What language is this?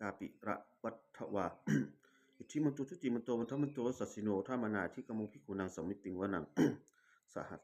Pali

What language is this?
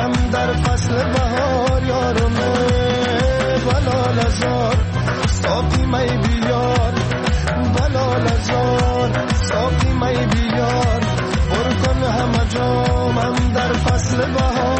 Persian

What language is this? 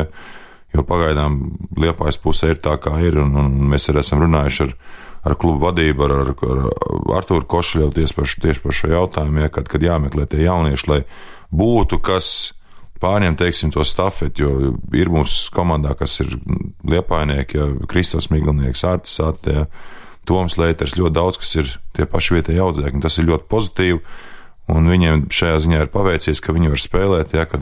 Latvian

